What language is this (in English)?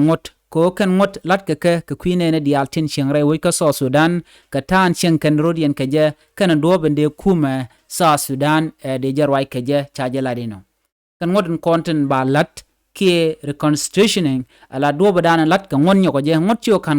Nuer